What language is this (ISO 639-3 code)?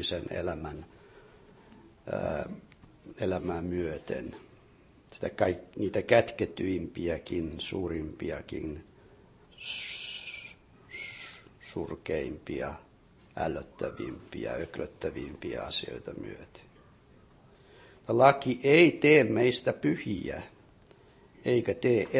fin